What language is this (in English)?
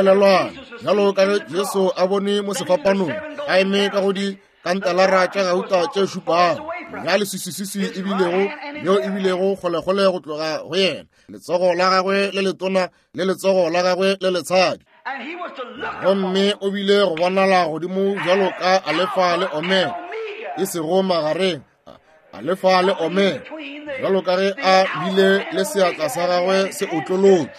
Northern Sotho